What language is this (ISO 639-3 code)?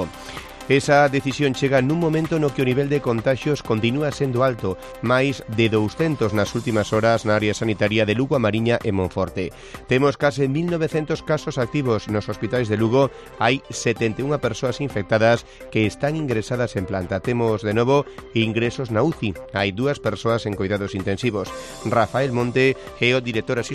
glg